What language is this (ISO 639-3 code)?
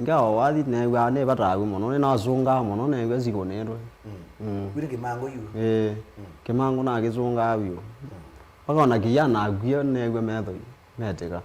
kam